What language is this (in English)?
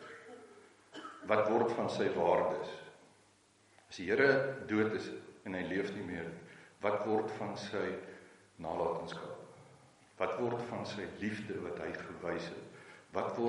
Afrikaans